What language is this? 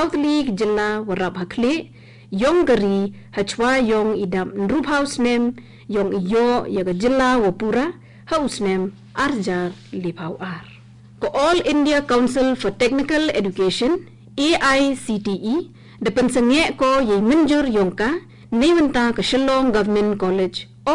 Garo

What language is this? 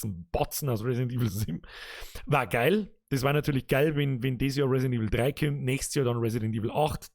Bavarian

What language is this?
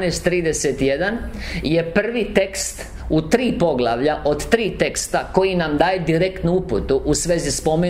Croatian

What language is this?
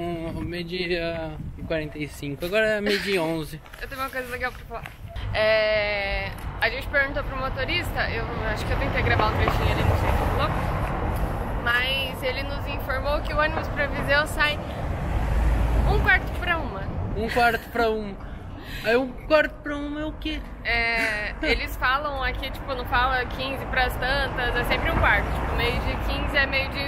Portuguese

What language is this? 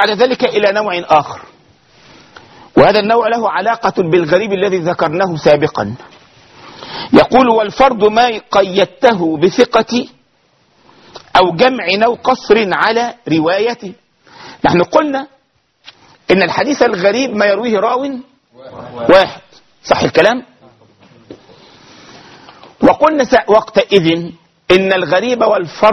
Arabic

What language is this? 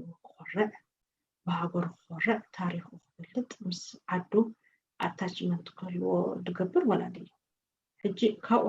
Tigrinya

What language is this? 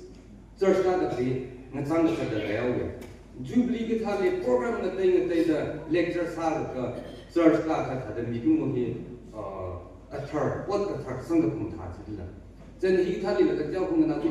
Tangkhul Naga (India)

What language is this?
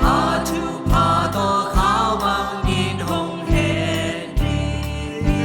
Tedim Chin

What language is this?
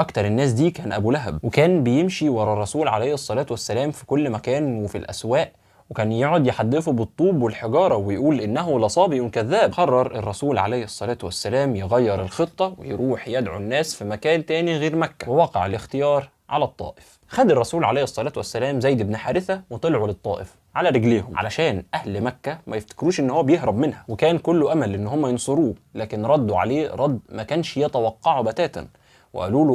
Egyptian Arabic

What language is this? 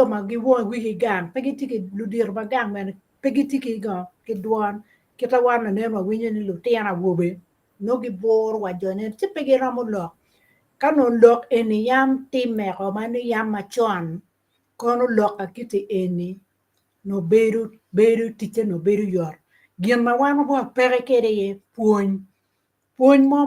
Acoli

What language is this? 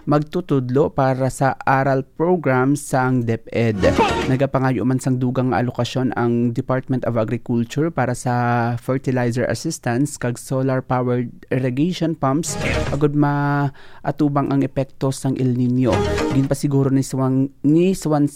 Hiligaynon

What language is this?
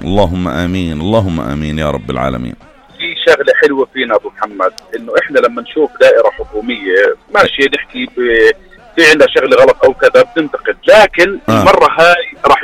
North Levantine Arabic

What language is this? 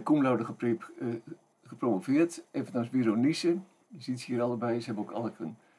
Dutch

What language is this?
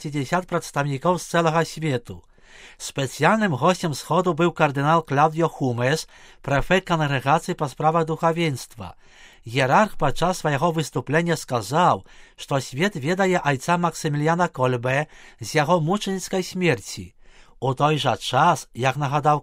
Belarusian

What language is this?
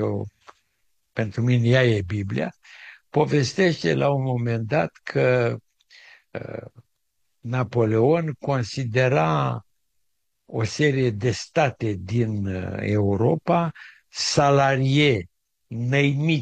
Romanian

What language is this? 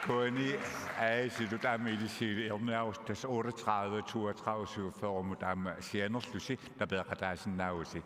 Kalaallisut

